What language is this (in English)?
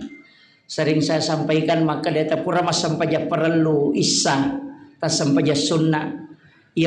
Buginese